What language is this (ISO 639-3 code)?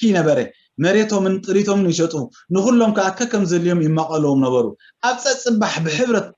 tir